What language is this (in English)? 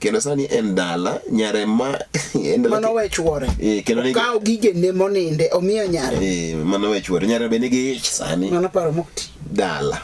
Luo (Kenya and Tanzania)